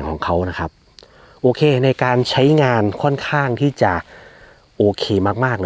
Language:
Thai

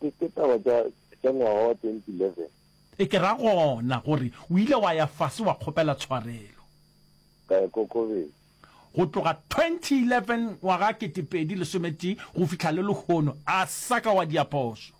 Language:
Northern Sotho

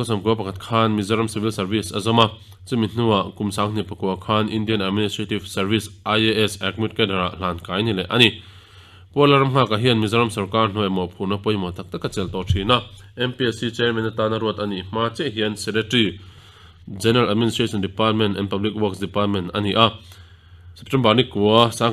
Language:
Mizo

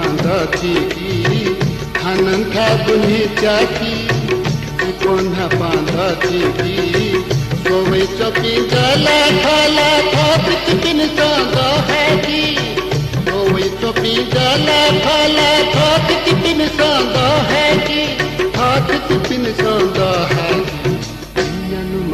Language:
Newari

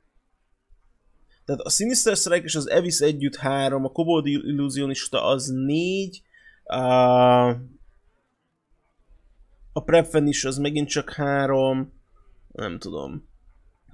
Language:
Hungarian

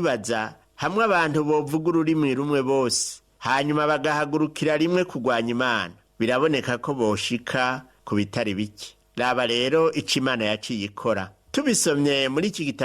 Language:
Rundi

